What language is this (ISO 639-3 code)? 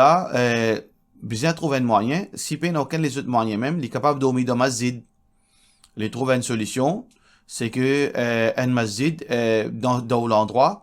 mfe